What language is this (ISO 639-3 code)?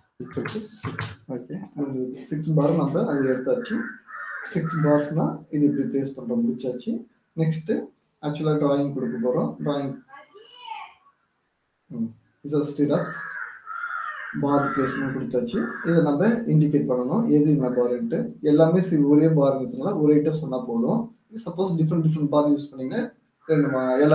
tam